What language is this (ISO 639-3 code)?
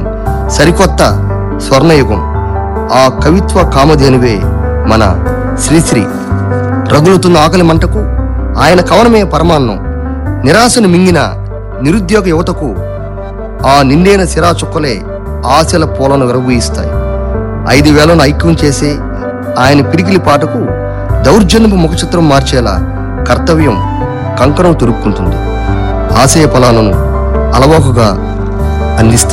tel